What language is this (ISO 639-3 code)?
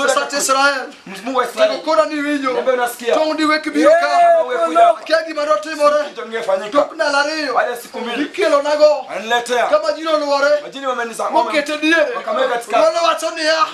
luo